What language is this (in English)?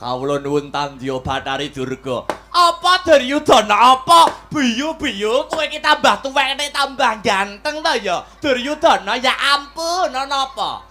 Javanese